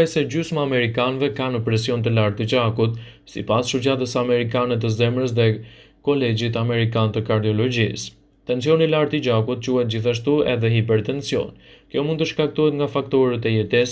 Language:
Albanian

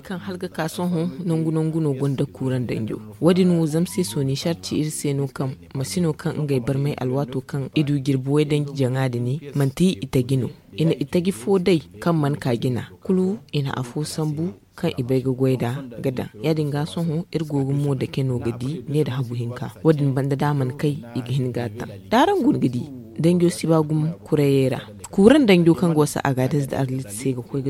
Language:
Zarma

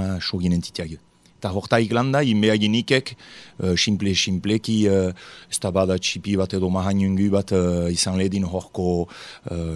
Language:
Basque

